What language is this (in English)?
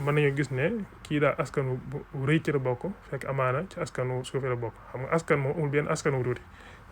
Wolof